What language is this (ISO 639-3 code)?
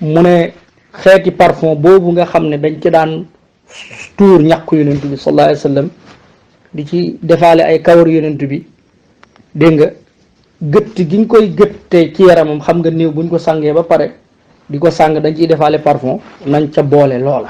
wol